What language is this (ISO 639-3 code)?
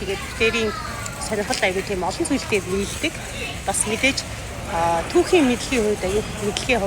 mon